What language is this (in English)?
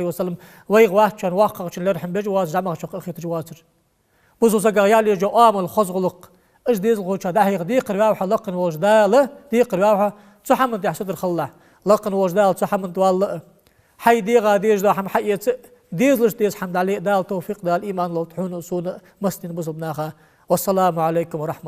Ingush